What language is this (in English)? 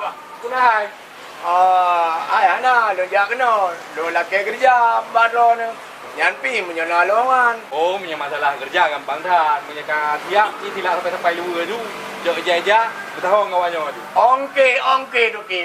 Achinese